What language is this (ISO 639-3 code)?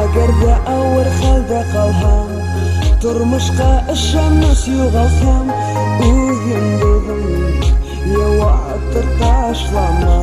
bak